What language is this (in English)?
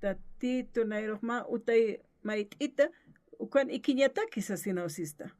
Aymara